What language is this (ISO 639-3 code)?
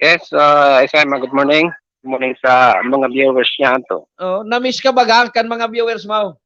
bik